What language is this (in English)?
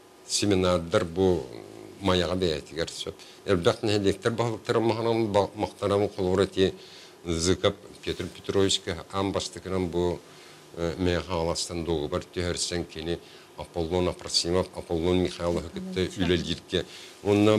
Yakut